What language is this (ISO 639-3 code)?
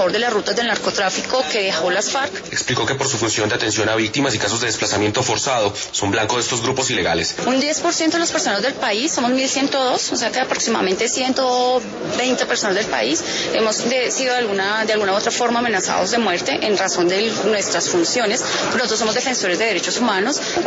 spa